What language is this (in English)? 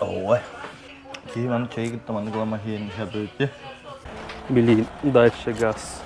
Yakut